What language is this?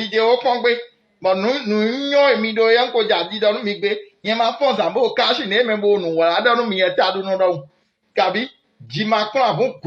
Fon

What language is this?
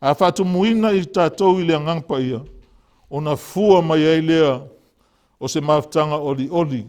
Samoan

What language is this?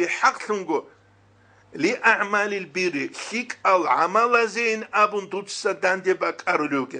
Avaric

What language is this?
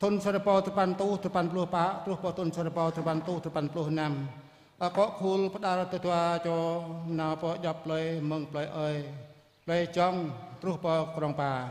Jarai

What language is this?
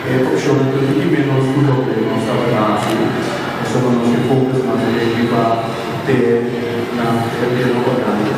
Papiamento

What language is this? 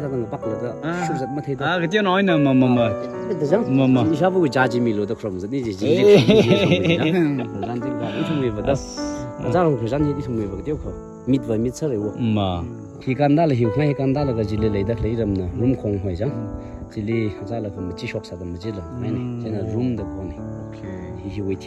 Tangkhul Naga (India)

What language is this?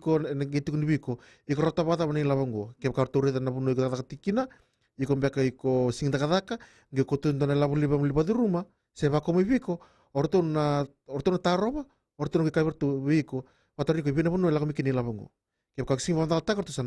Fijian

